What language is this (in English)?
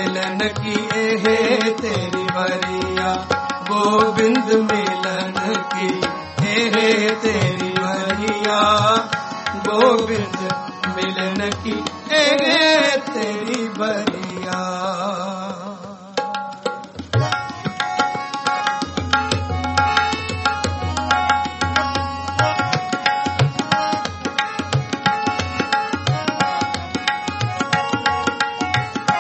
Punjabi